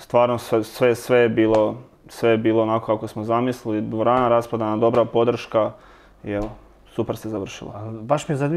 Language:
Croatian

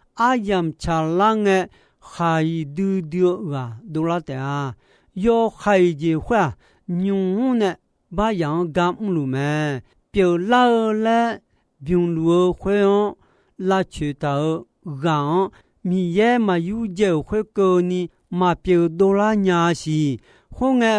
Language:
Akha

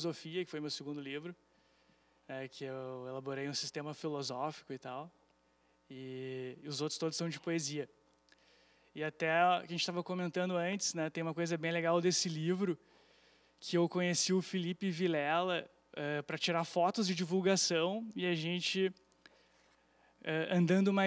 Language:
Portuguese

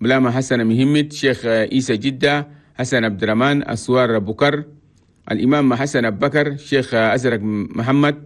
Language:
Chadian Arabic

